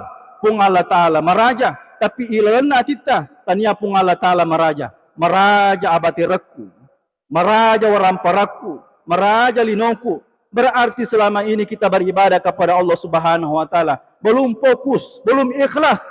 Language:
Buginese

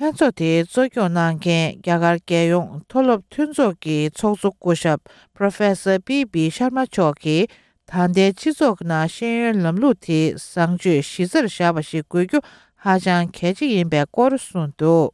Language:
Tibetan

